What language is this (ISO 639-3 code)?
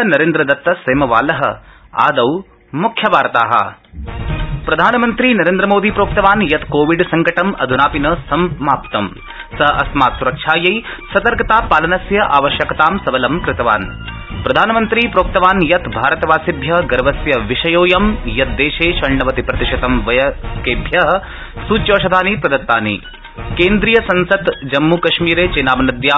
san